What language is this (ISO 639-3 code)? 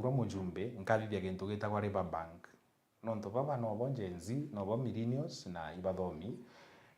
mer